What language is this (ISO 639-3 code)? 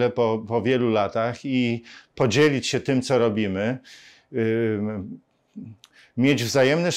pol